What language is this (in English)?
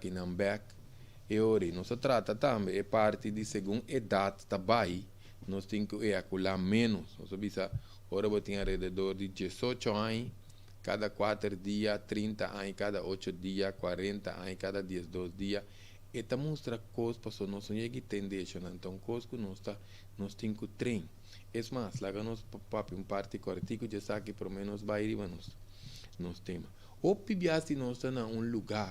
Papiamento